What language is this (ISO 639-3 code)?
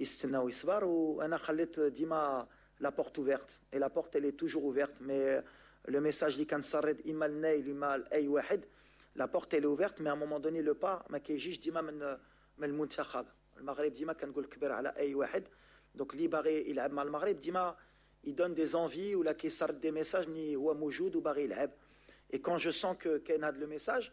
ary